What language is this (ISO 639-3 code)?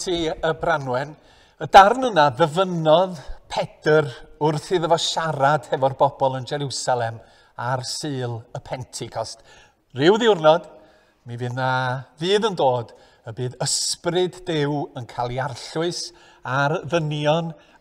cym